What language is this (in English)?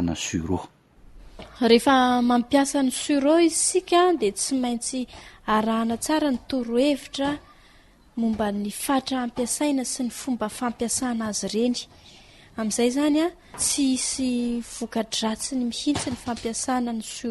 Malagasy